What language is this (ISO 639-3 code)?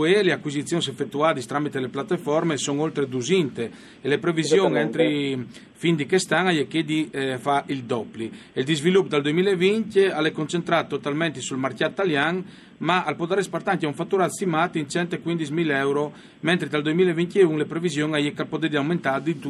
fur